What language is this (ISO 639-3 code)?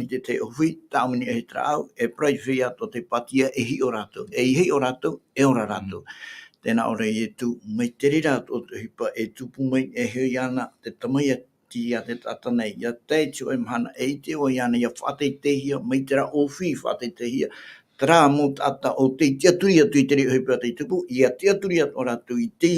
tah